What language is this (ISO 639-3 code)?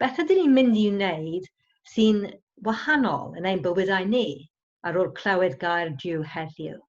cym